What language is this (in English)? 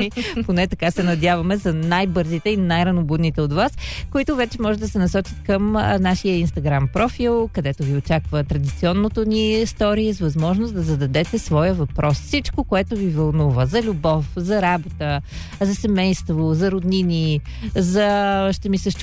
Bulgarian